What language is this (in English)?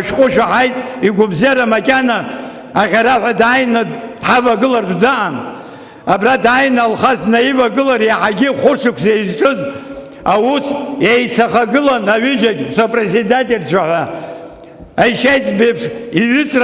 Abkhazian